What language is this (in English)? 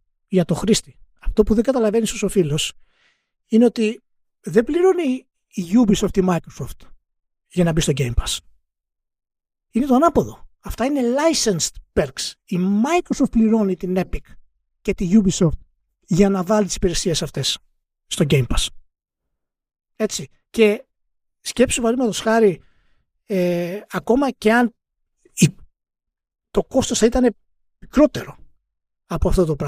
Greek